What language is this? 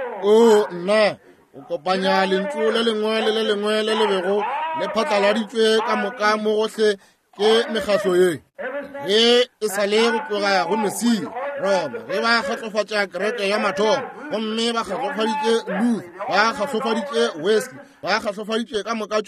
Northern Sotho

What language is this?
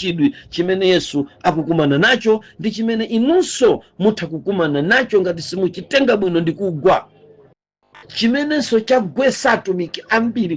Nyanja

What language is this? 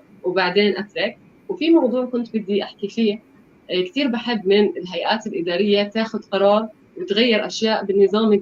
North Levantine Arabic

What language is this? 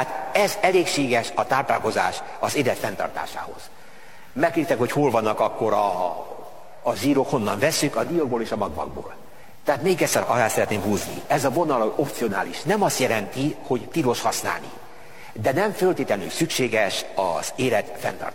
Hungarian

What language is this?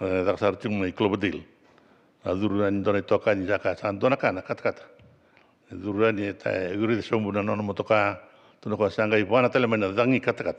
Fijian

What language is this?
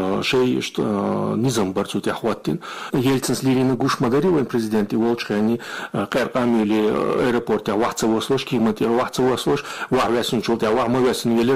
Chechen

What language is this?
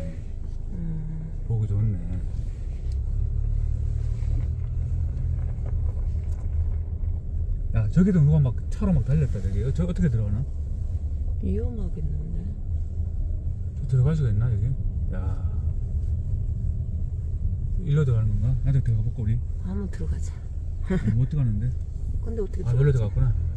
Korean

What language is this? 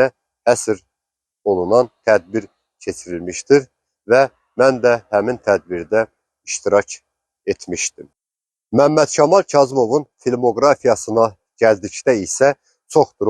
Azerbaijani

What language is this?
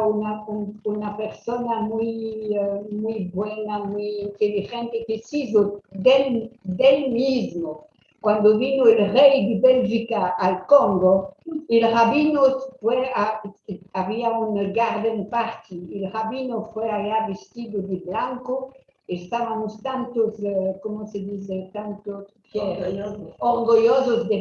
Ladino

